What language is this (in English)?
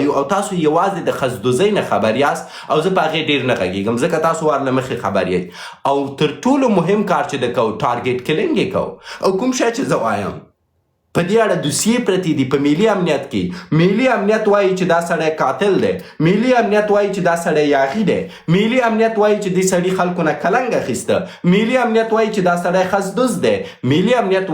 Pashto